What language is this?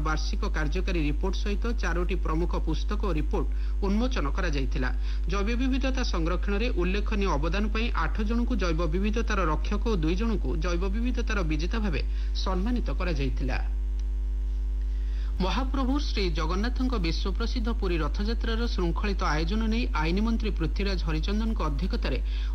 Odia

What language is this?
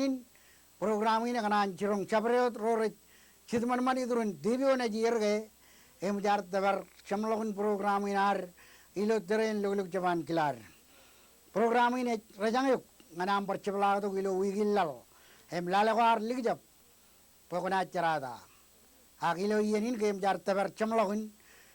Marshallese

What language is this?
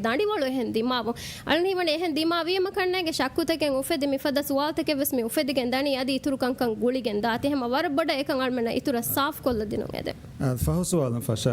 Divehi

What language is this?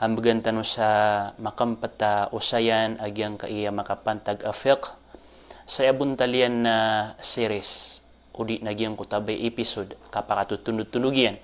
Maranao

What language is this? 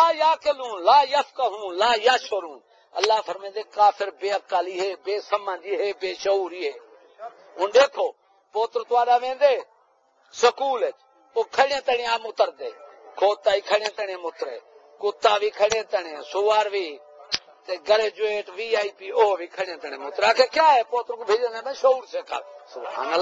Saraiki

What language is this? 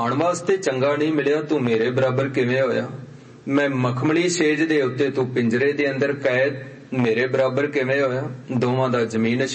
Punjabi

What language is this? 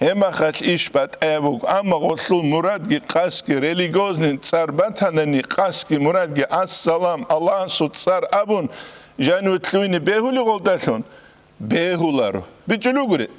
Avaric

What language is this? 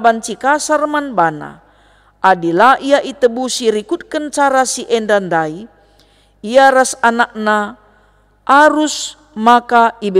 Batak Karo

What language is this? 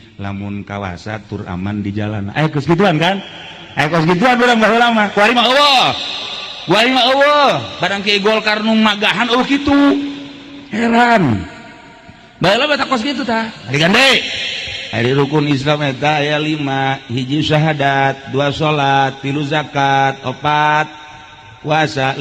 Sundanese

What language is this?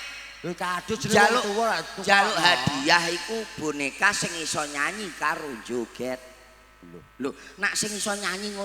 Javanese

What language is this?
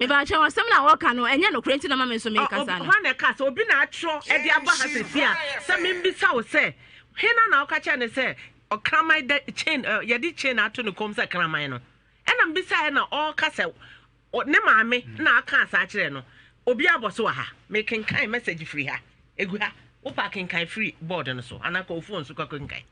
Akan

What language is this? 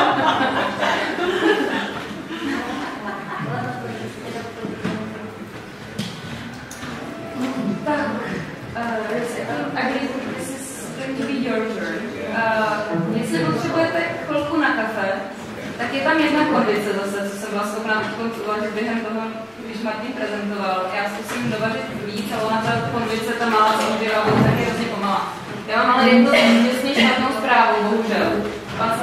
Czech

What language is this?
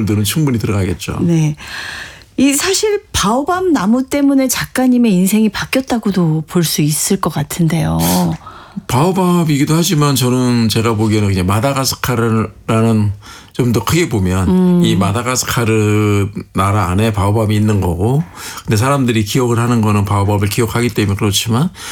Korean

